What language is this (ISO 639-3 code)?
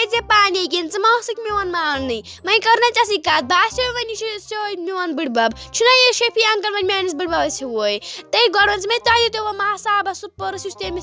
kas